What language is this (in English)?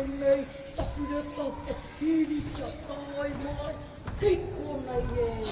Māori